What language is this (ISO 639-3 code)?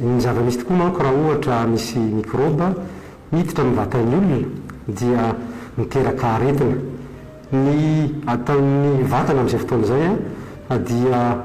mlg